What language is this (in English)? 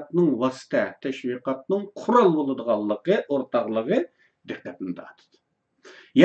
Uyghur